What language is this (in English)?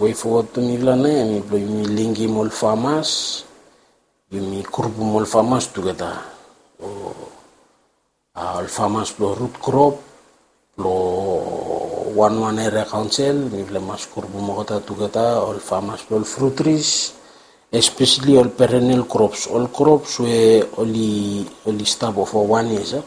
Bislama